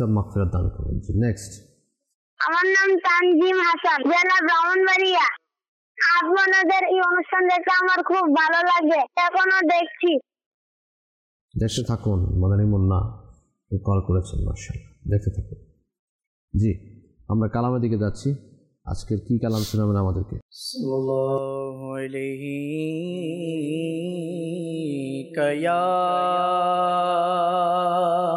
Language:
Bangla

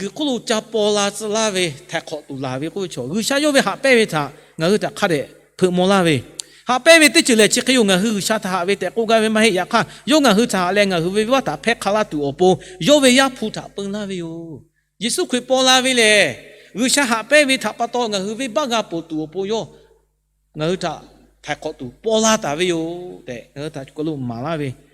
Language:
Lahu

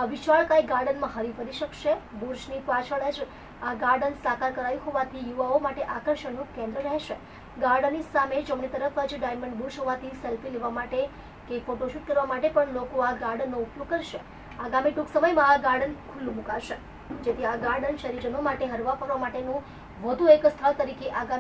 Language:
Gujarati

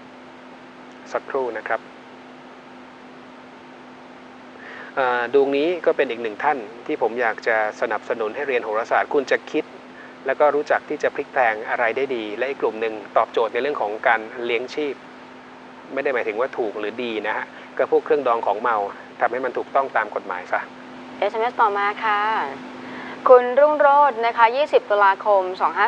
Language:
Thai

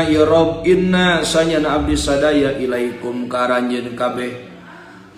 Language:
Sundanese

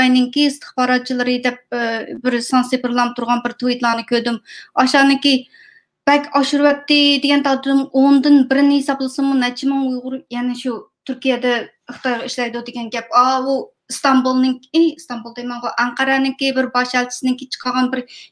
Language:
Uyghur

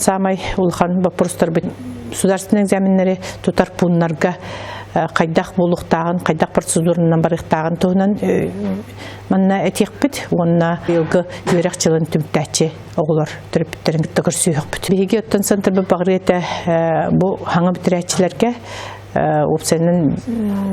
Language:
Yakut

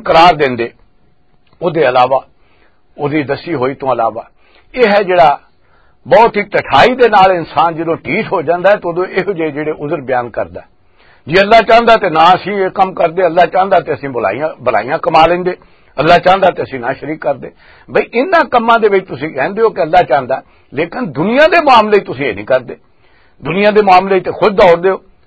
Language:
Western Panjabi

